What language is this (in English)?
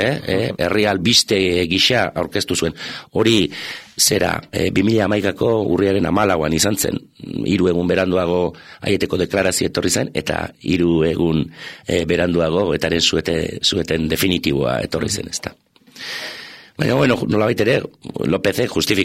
Basque